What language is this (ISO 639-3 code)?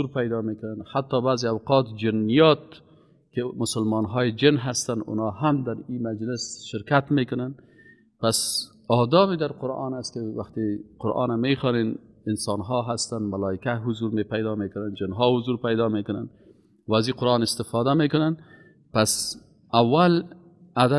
fas